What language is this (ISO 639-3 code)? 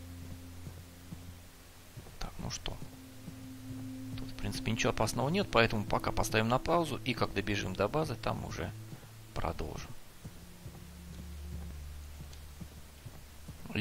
rus